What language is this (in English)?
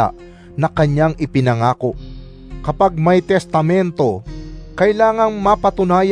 Filipino